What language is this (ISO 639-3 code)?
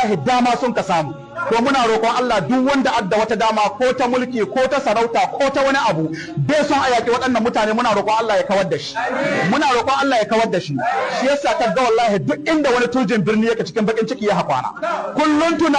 hau